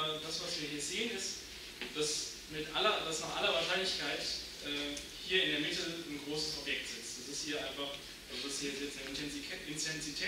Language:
German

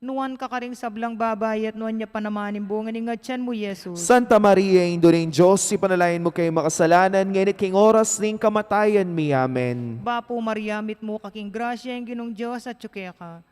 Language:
Pampanga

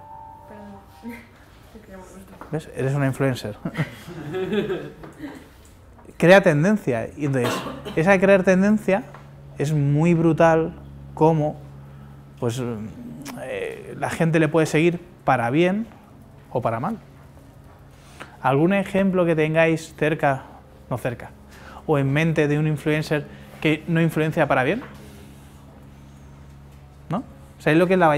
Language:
Spanish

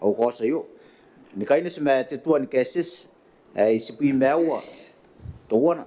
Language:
Gilbertese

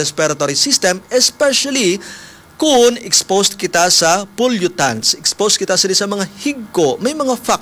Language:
Hiligaynon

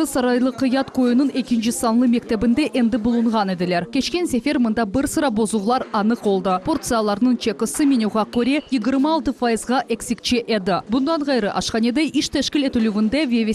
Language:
Crimean Tatar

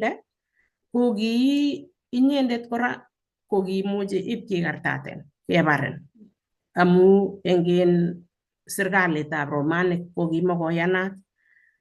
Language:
Kalenjin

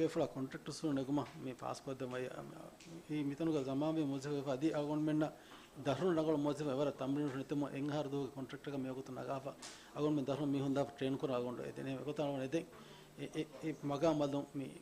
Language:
Divehi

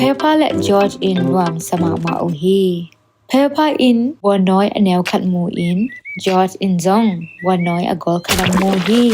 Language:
Tedim Chin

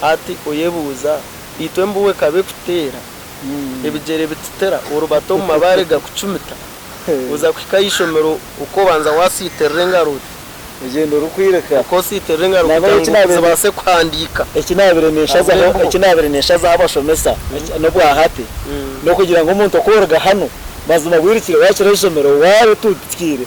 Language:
Nyankole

